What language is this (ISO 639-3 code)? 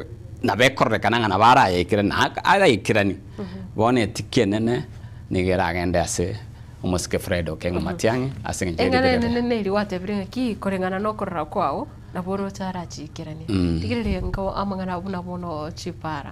guz